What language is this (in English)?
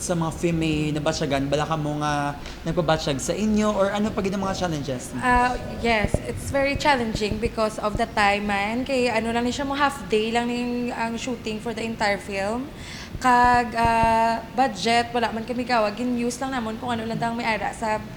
Hiligaynon